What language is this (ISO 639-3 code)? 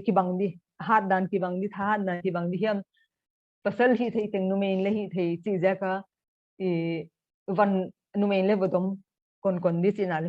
pck